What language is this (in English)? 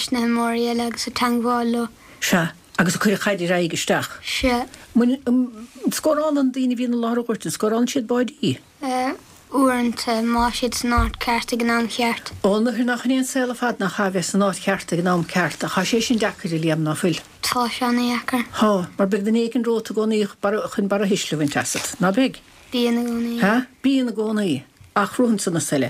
Irish